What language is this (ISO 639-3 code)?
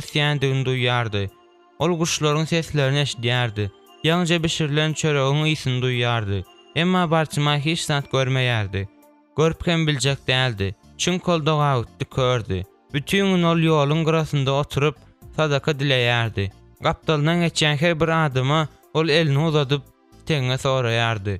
tuk